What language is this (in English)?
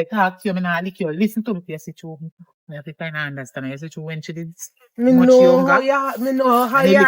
Jamaican Creole English